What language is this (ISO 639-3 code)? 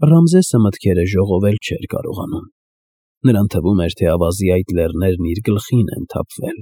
hye